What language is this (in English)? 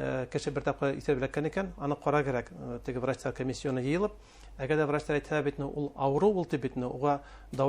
Bashkir